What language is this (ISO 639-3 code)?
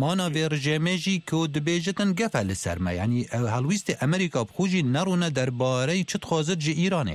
kur